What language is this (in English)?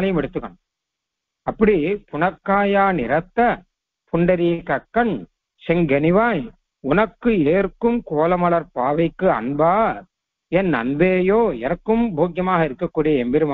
Tamil